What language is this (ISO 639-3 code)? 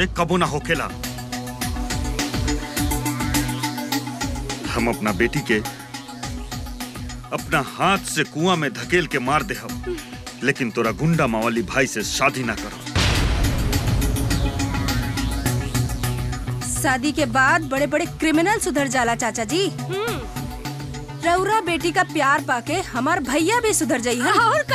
bho